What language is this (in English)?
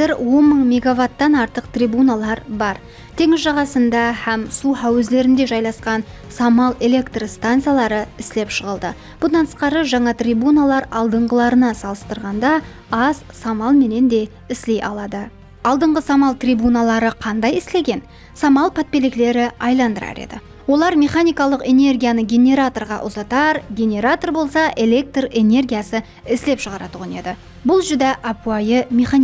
Kara-Kalpak